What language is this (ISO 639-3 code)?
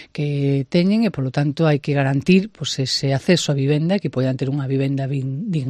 glg